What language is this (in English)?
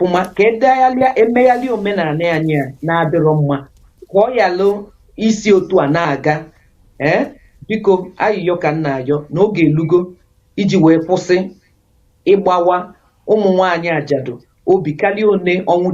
Igbo